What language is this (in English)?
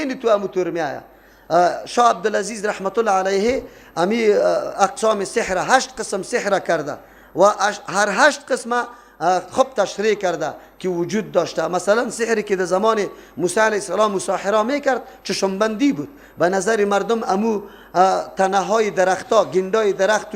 Persian